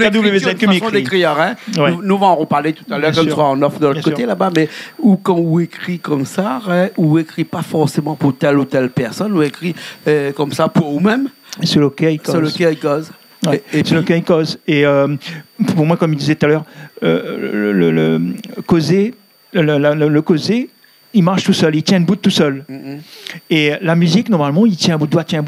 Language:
Réunion Creole French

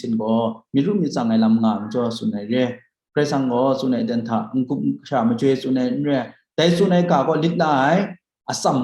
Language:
Kachin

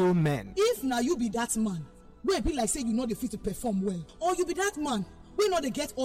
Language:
Nigerian Pidgin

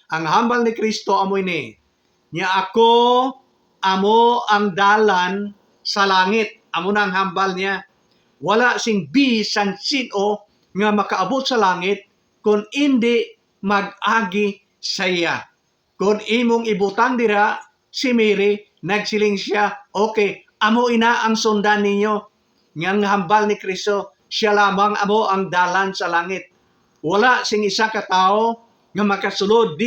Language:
Hiligaynon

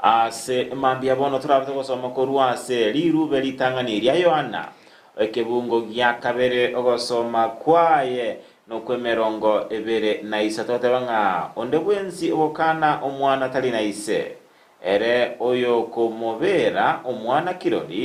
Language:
Gusii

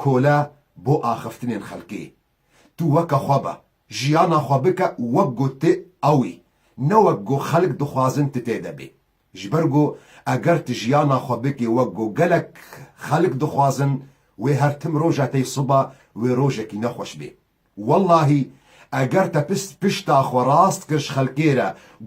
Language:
Kurdish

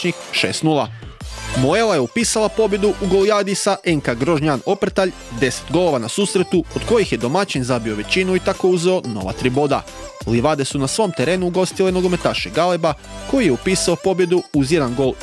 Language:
Croatian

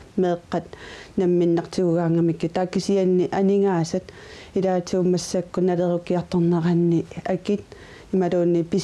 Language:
Kalaallisut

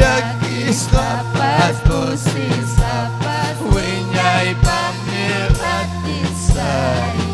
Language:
Ayacucho Quechua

